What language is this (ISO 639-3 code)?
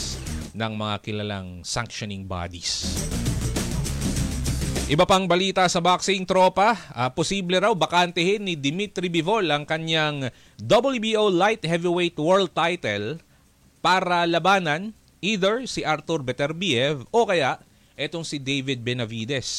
fil